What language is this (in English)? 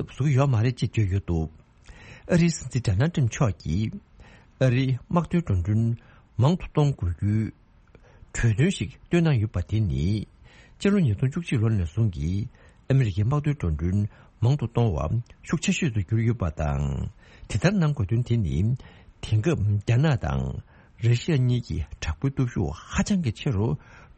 Tibetan